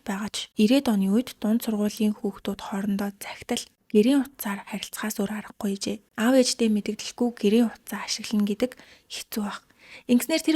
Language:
Mongolian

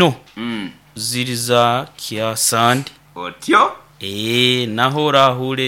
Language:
Nyoro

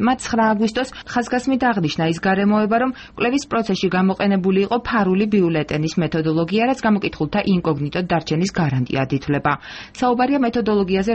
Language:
Georgian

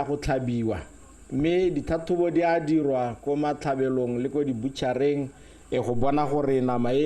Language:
Tswana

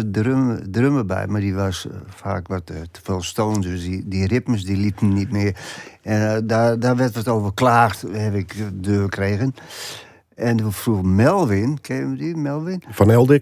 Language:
Western Frisian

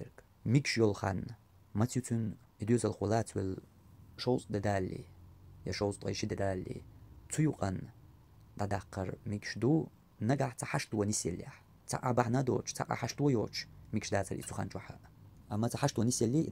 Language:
Chechen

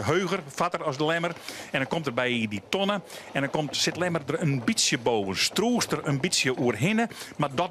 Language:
Western Frisian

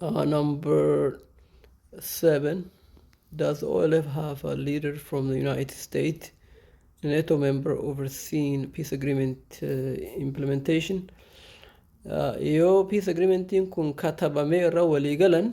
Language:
Oromo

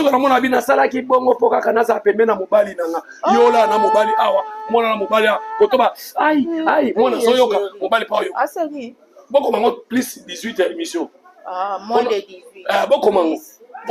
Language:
Lingala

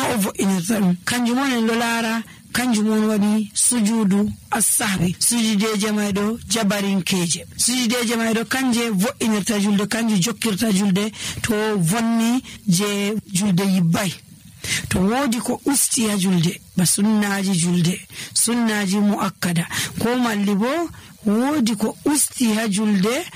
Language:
Nigerian Fulfulde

